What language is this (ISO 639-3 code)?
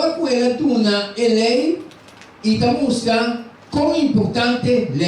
pap